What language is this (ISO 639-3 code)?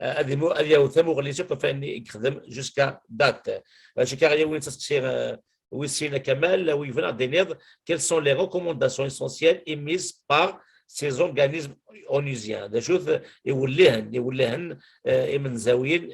kab